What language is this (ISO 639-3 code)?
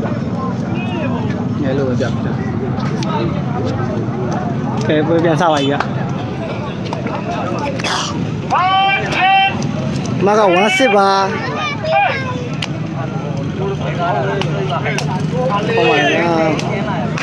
mya